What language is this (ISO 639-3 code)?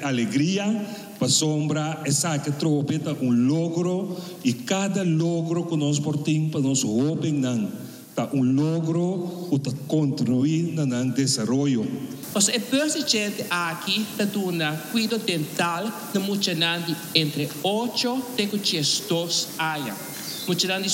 pap